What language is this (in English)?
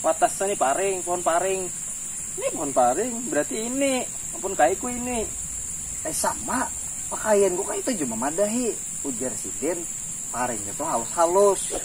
Banjar